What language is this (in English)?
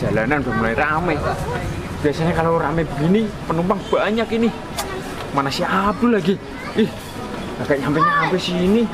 Betawi